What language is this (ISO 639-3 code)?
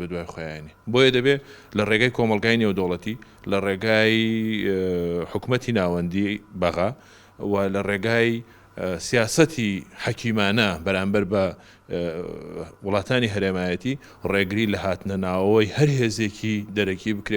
ckb